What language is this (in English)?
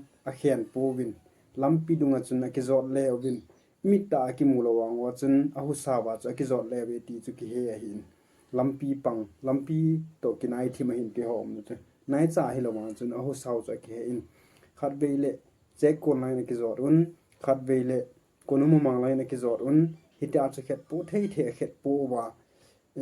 Thado Chin